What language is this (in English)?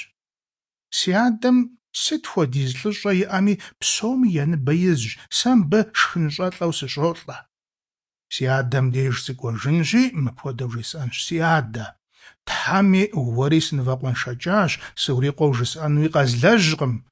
Kabardian